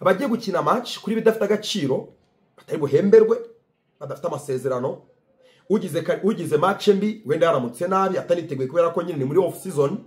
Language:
Kinyarwanda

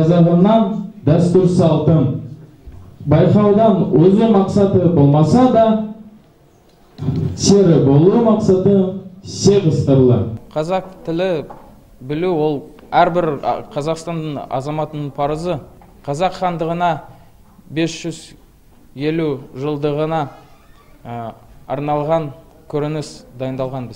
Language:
Kazakh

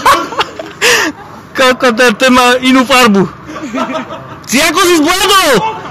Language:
Slovak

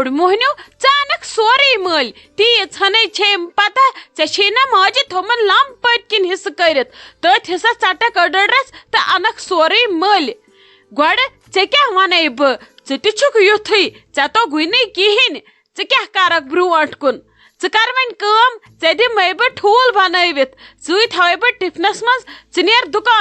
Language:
Kashmiri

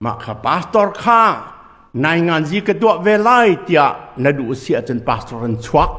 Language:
Hakha Chin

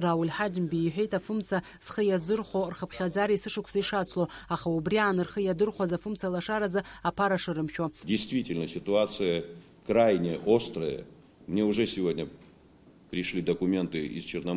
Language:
Abkhazian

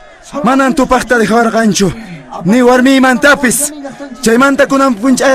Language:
Quechua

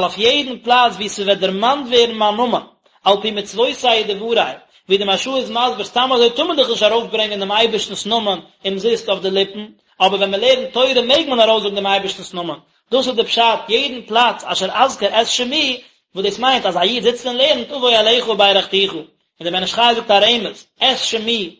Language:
Yiddish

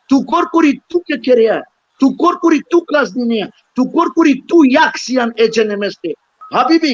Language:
Balkan Romani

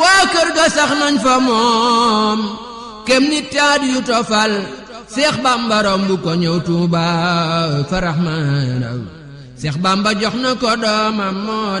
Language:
Wolof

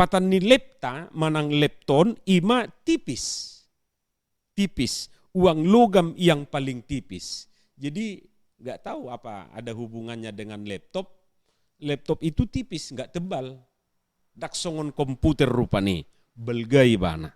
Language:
Batak Toba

